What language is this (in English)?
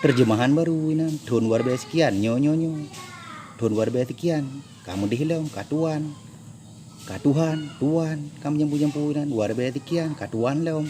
Achinese